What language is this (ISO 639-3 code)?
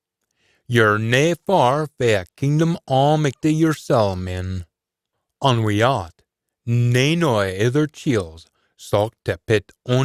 sco